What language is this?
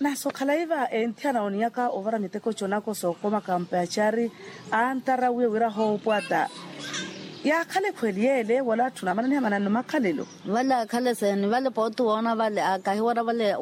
Makhuwa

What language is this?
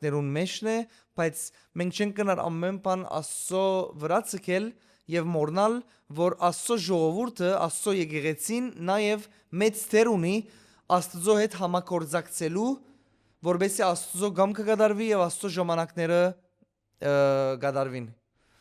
Western Armenian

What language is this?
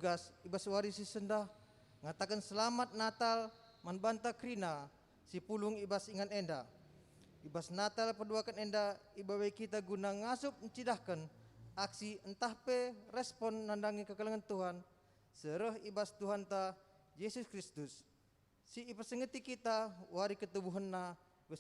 Batak Karo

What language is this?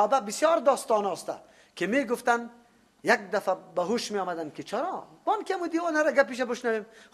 Persian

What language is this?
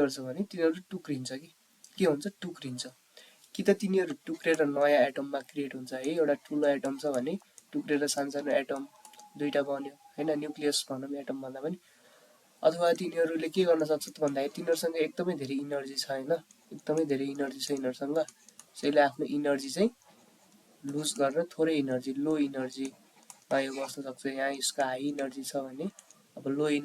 Nepali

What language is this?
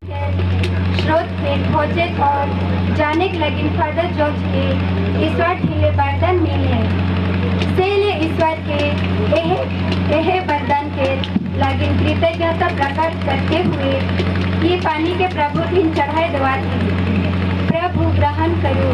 Sadri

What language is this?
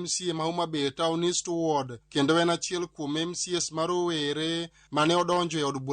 Luo (Kenya and Tanzania)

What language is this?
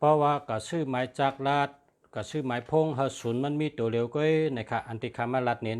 Shan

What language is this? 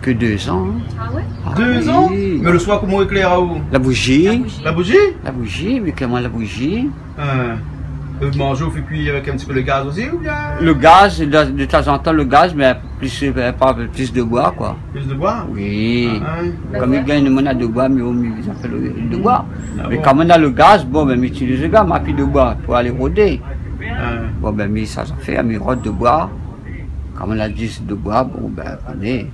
Réunion Creole French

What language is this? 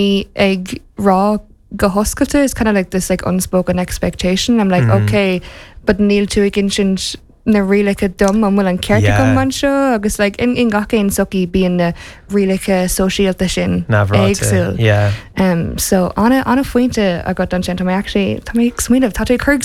Irish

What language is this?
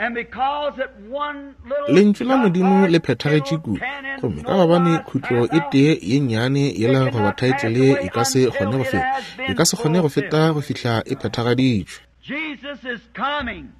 Northern Sotho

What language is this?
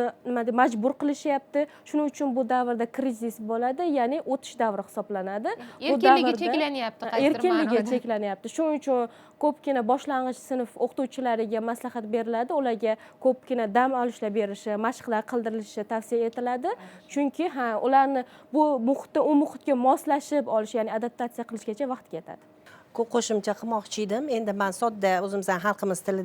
Uzbek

